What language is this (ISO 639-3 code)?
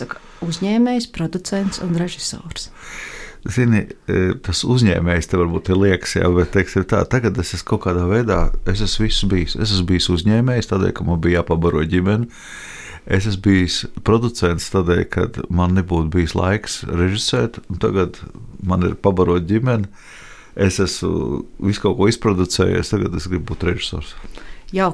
lav